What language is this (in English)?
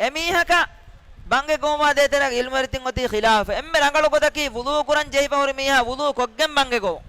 Divehi